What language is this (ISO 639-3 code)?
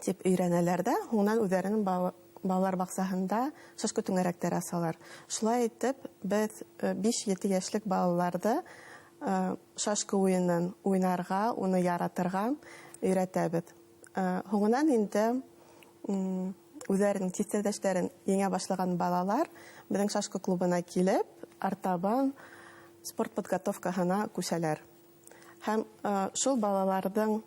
bak